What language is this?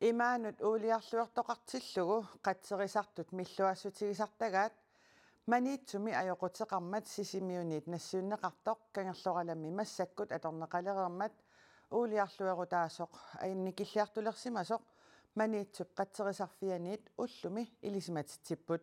Kalaallisut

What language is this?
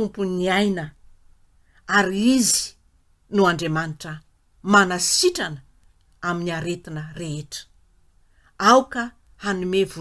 Malagasy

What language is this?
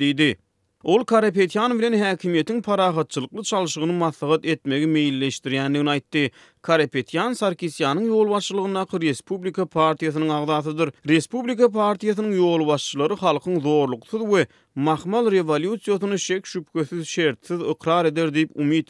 Turkmen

